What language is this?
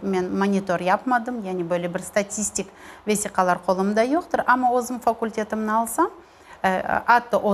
Crimean Tatar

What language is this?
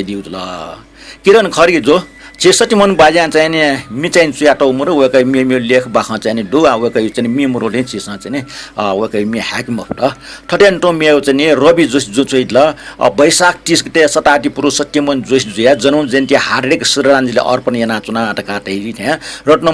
Newari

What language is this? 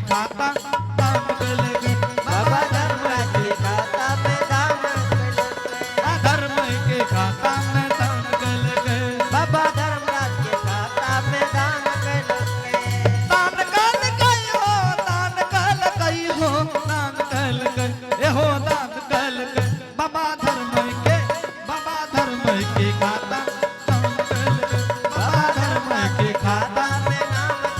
Angika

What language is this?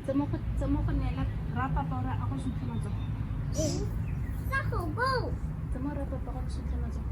Tswana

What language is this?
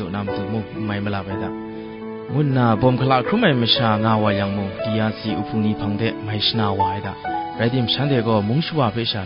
Kachin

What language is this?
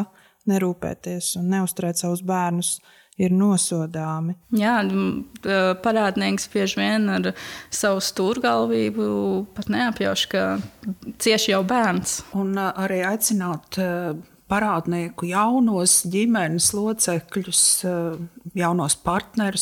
Latvian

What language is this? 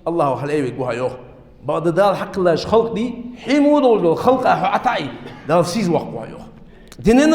Ingush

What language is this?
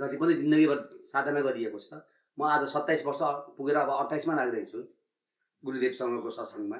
Nepali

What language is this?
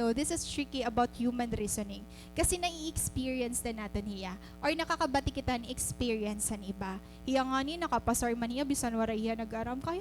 Waray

